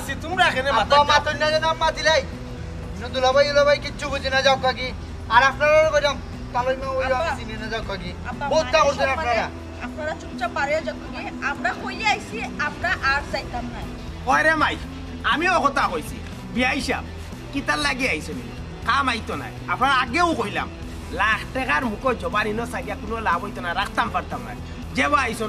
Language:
Sylheti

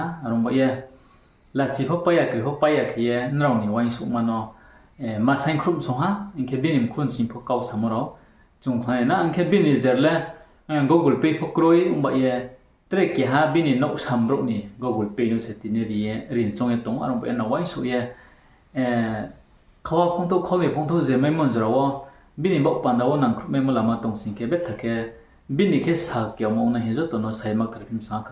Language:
Riang (India)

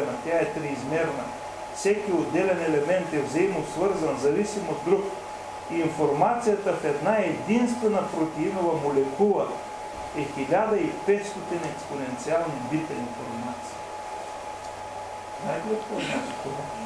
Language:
Bulgarian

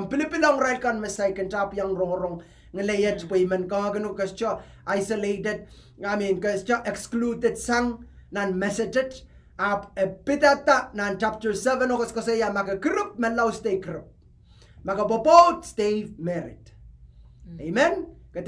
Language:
Pohnpeian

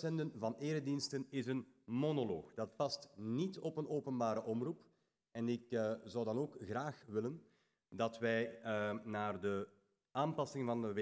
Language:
Dutch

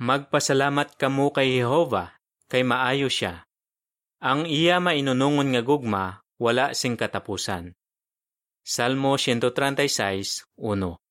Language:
Hiligaynon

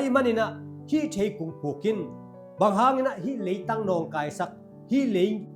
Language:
Tedim Chin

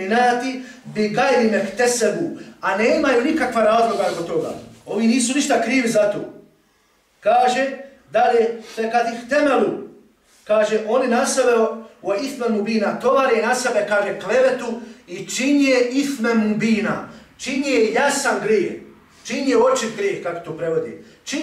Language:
Bosnian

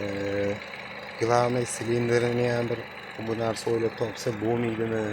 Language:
Uzbek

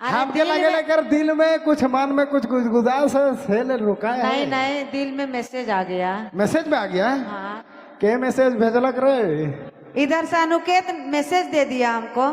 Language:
Sadri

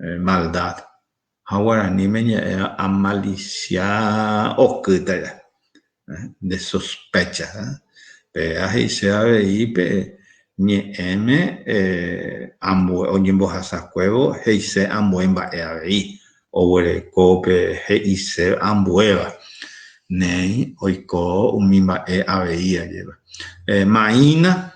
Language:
Guarani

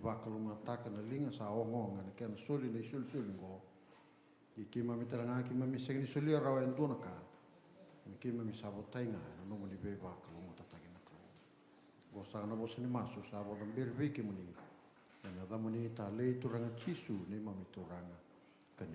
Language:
Fijian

